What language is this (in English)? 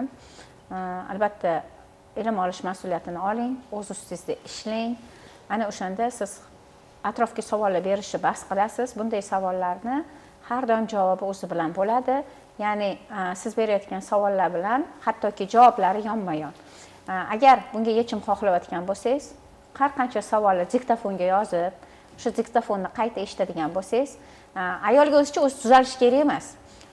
Uzbek